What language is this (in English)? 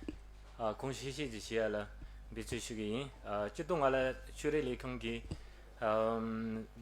Tibetan